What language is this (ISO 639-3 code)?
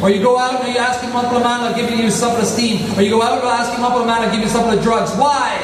tpi